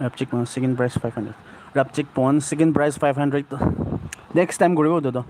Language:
Naga Pidgin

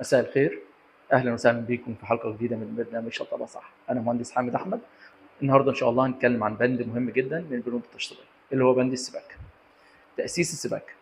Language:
Egyptian Arabic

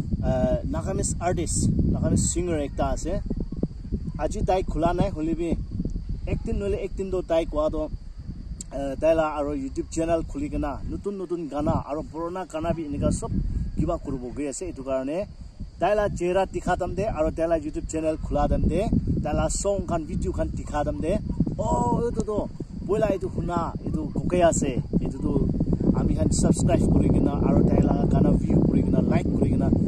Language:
Naga Pidgin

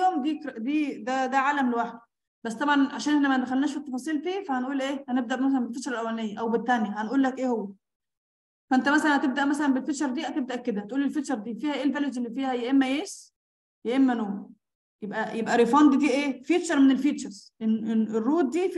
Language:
Egyptian Arabic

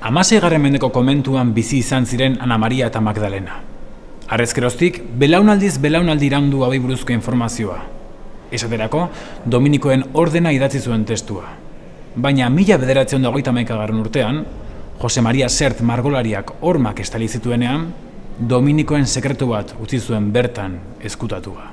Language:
Basque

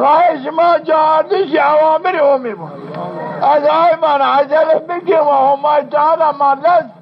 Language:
Zaza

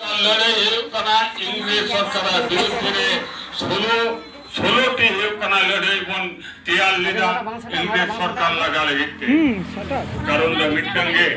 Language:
Santali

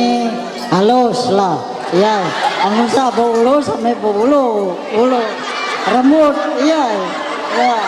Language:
Ma'anyan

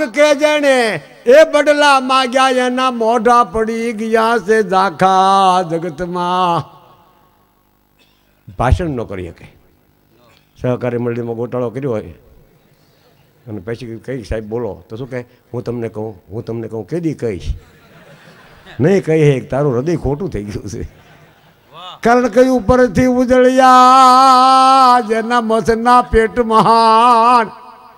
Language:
Gujarati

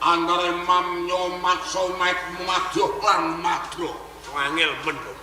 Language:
Javanese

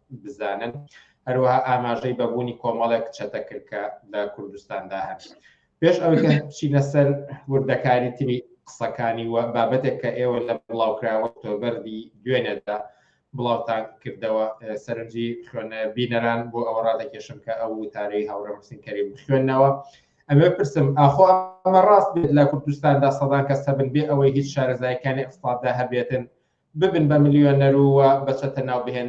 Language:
Central Kurdish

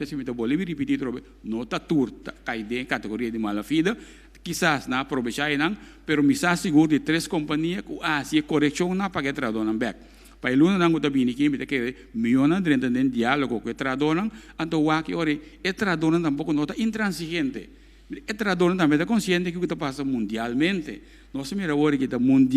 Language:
Papiamento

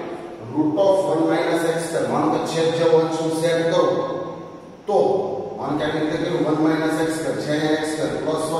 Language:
Gujarati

